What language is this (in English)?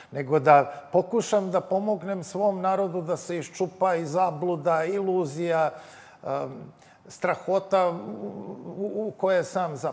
Serbian